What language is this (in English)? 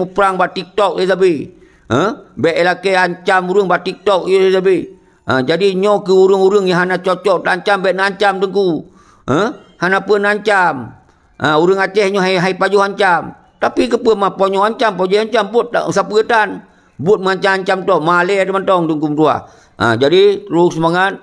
Achinese